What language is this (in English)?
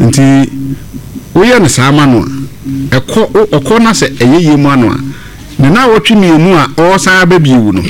Akan